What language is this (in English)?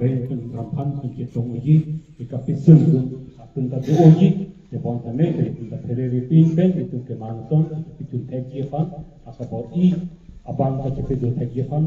Karbi